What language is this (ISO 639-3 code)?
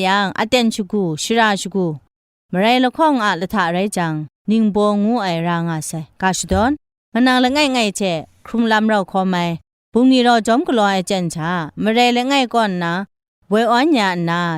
kac